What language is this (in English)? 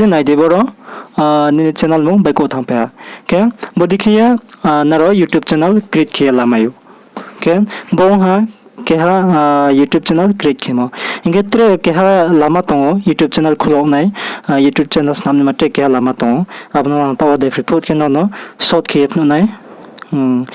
Riang (India)